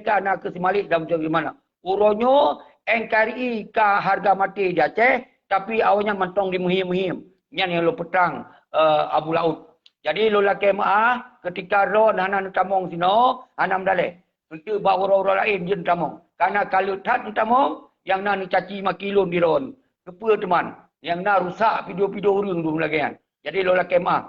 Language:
Achinese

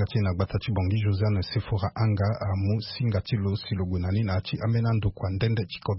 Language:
Sango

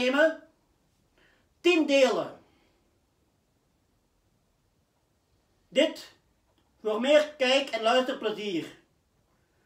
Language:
Dutch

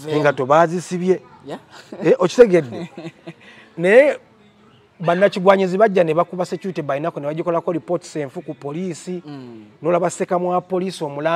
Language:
Ganda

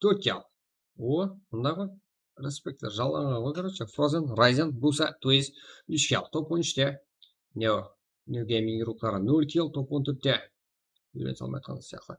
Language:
Kara-Kalpak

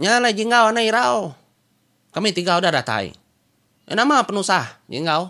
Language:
Iban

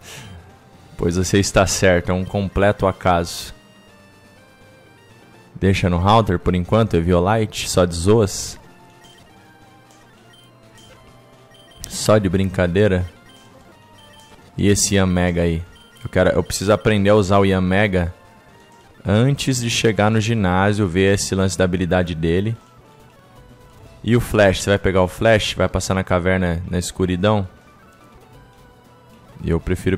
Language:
Portuguese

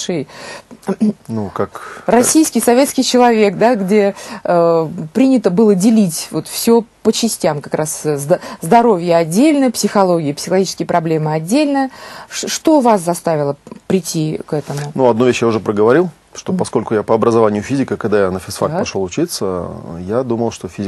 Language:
Russian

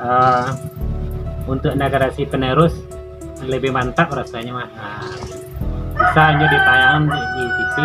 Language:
Minangkabau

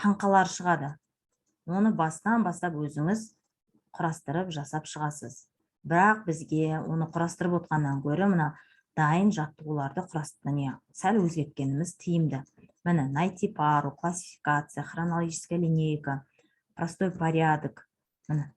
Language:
Kazakh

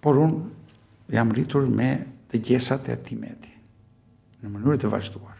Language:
Albanian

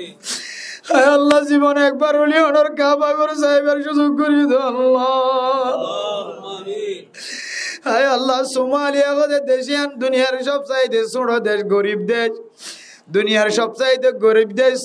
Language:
Rohingya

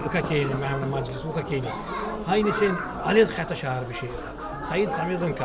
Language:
Tsakhur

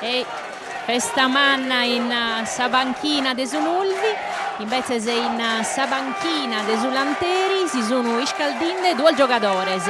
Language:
Sardinian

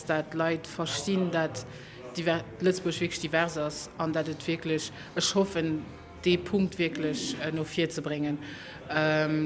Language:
Luxembourgish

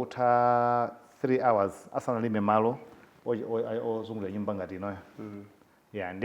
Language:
Nyanja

